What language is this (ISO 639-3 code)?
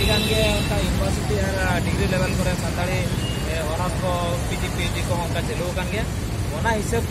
sat